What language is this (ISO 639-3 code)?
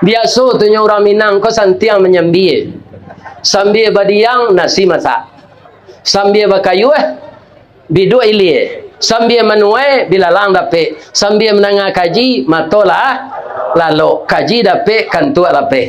min